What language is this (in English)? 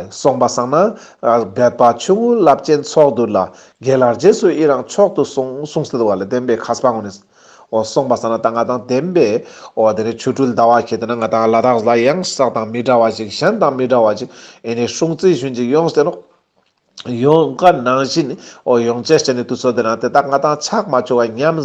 Ladakhi